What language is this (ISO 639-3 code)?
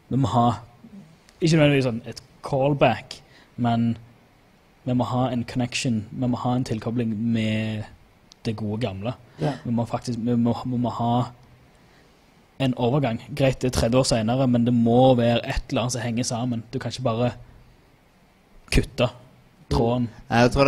nor